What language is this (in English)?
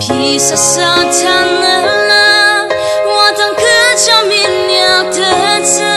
Ao Naga